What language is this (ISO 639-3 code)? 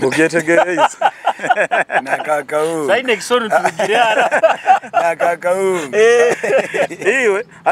nyo